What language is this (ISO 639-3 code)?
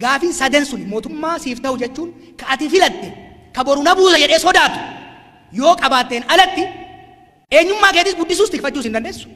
orm